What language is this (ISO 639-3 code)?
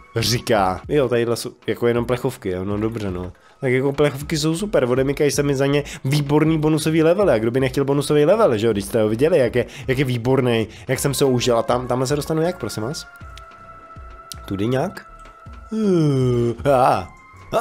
ces